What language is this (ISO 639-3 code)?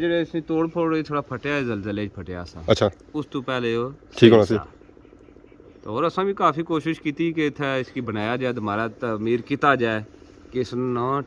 phr